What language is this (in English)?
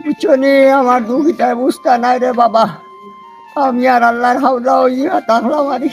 Sylheti